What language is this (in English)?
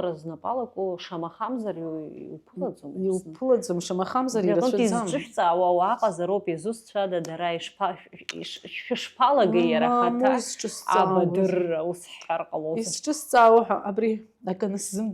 Abkhazian